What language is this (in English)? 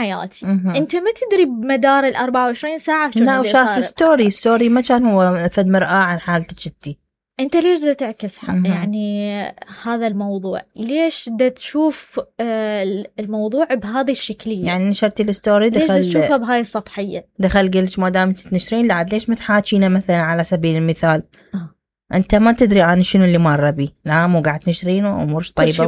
Mesopotamian Arabic